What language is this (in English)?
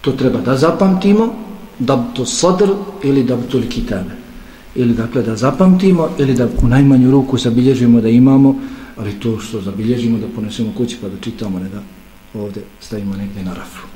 Bosnian